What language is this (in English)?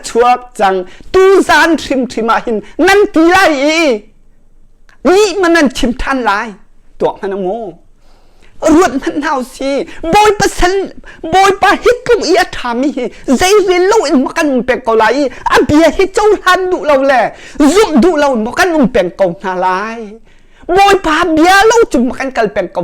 Hakha Chin